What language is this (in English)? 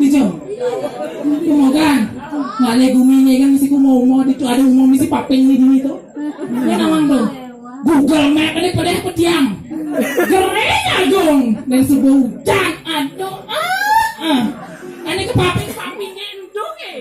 Balinese